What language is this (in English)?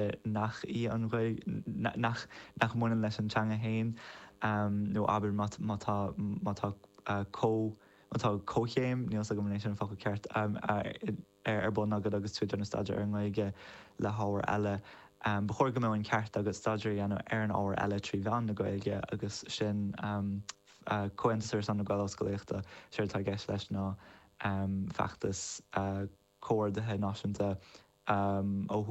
Irish